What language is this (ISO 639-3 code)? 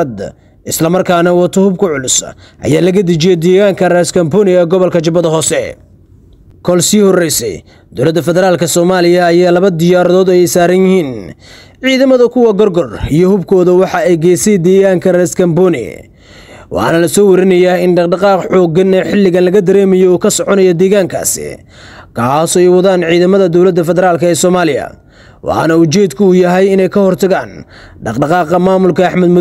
som